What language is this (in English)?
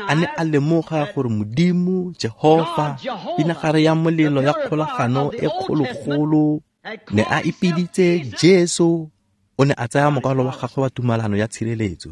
Tswana